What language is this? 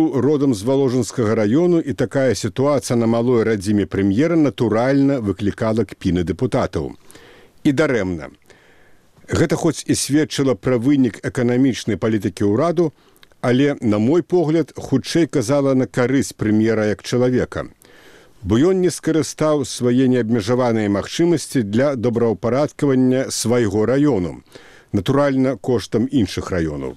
Belarusian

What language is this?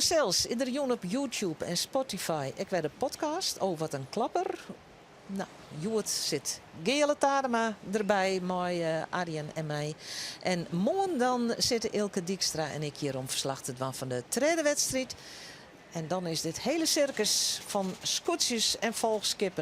Western Frisian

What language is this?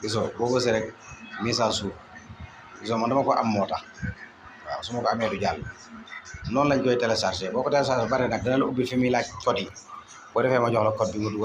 Wolof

